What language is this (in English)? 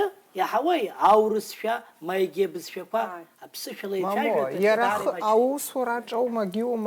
Abkhazian